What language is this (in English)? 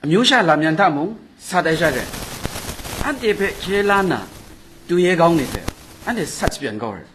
Kachin